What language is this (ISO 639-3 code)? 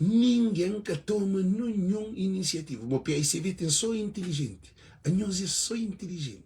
kea